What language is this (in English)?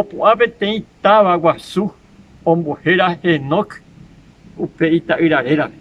Guarani